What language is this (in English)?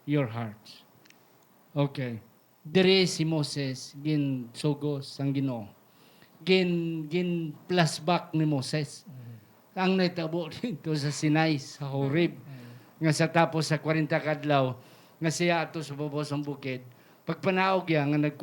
Hiligaynon